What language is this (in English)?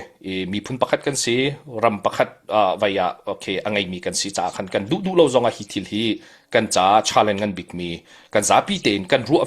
Hakha Chin